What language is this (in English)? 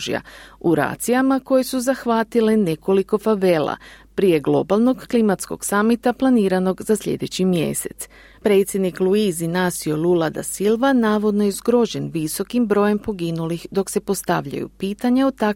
Croatian